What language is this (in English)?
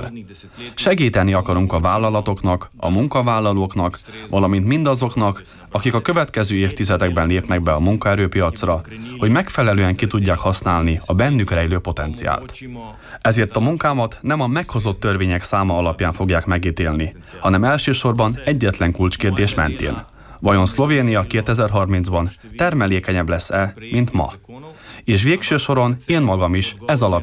Hungarian